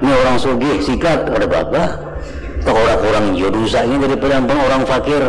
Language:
Banjar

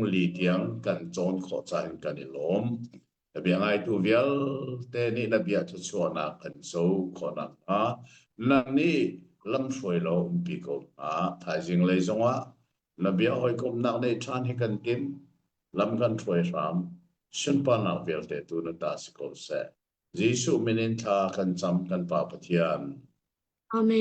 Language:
Hakha Chin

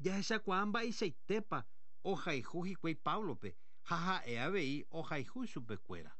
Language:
Guarani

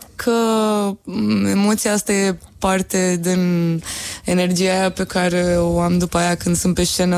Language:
Romanian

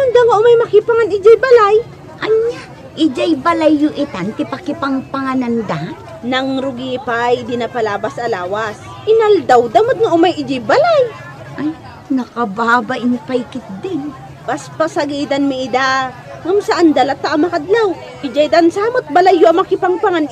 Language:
Iloko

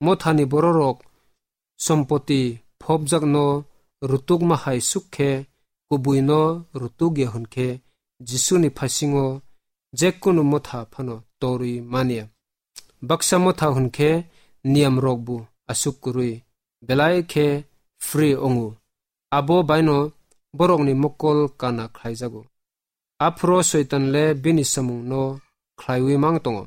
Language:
Kok Borok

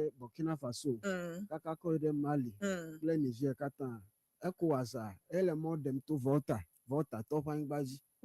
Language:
Ewe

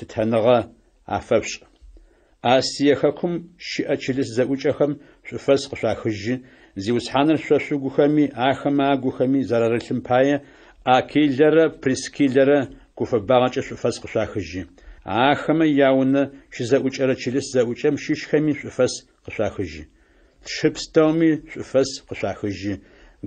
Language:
Adyghe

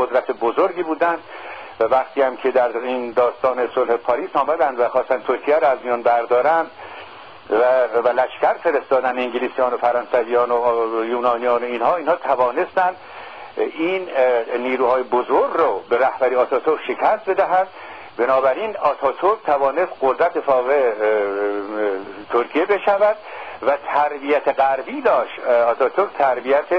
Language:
Persian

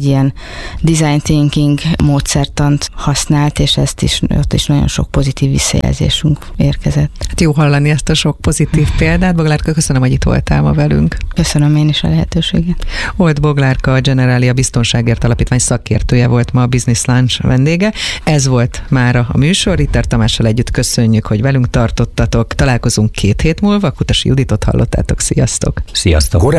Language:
Hungarian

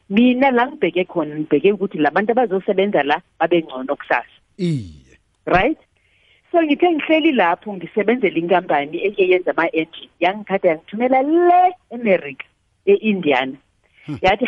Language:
South Ndebele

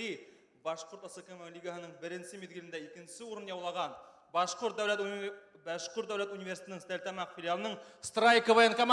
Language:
Bashkir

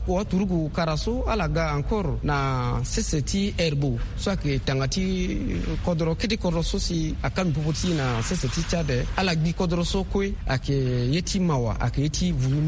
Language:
Sango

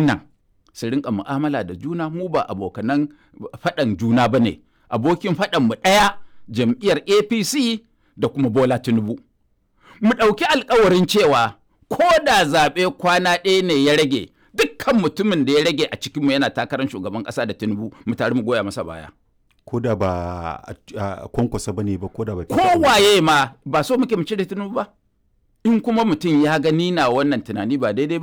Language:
Hausa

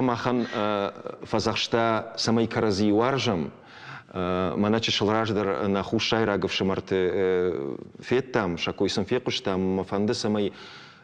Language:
Ossetic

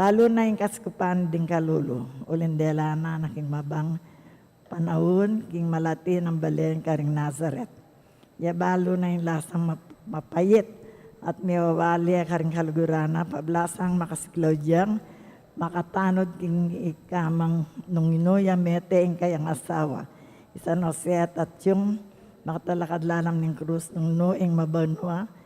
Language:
Pampanga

